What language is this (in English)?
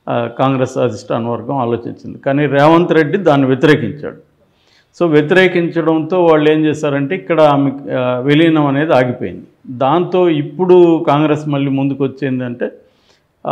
Telugu